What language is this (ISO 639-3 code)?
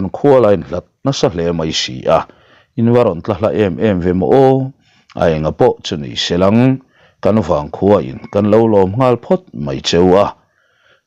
lus